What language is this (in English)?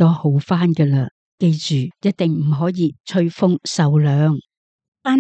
Cantonese